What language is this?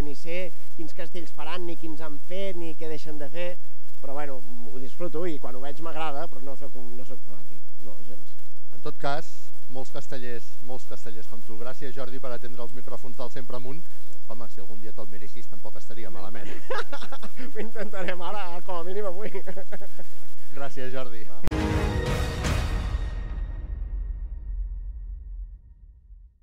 Catalan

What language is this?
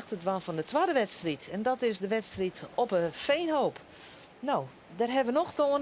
Western Frisian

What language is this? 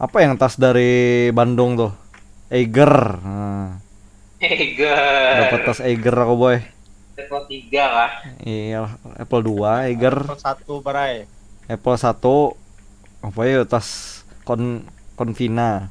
Banjar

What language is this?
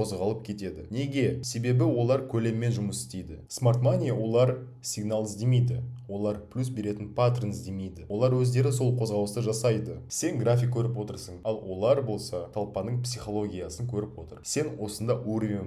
Kazakh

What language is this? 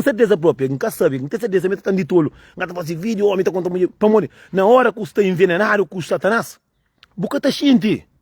Kabuverdianu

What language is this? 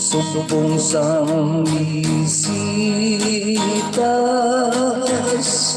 Hiligaynon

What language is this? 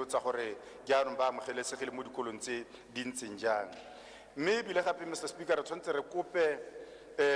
Tswana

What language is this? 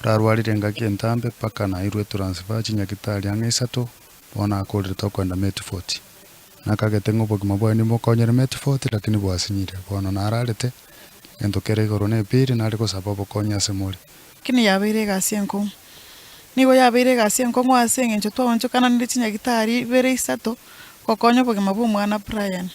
Gusii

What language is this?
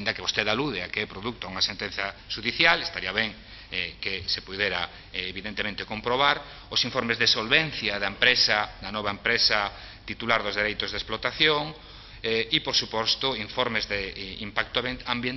Galician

